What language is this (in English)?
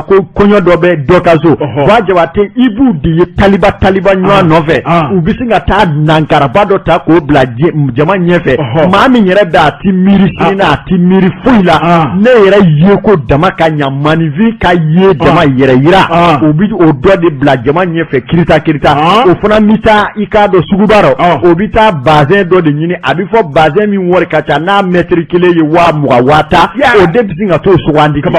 Bambara